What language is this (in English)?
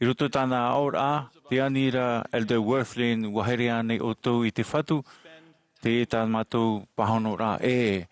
Tahitian